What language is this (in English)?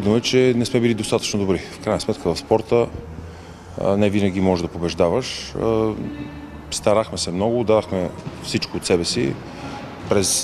Bulgarian